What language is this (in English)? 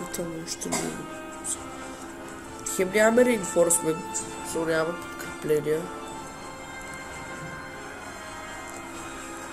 Bulgarian